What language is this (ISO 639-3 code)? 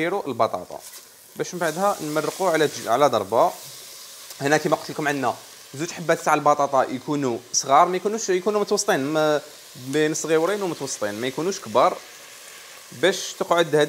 arq